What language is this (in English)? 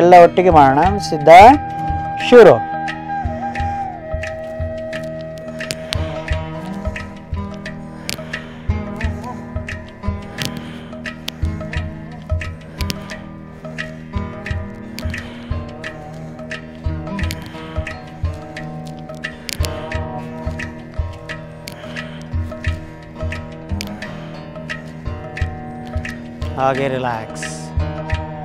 Kannada